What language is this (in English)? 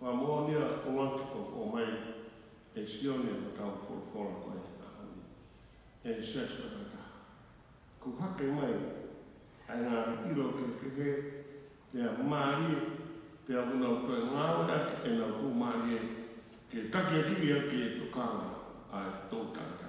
Tongan